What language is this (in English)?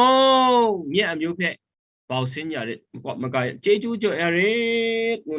Kachin